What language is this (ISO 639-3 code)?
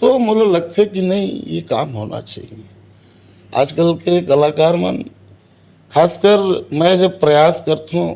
hne